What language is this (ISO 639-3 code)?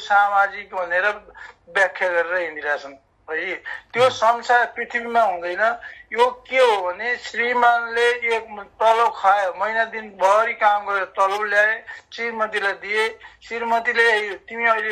nep